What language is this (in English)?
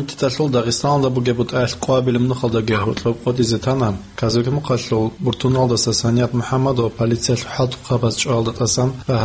Avaric